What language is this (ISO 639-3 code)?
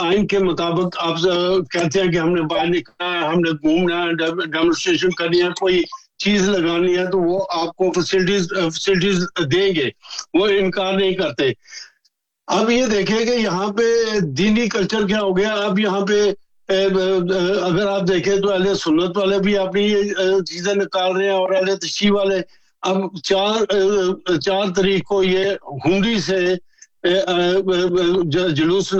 urd